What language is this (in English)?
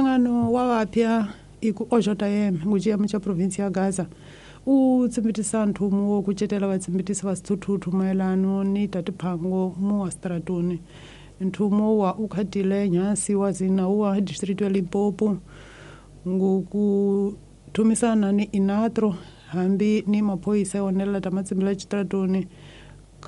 Tsonga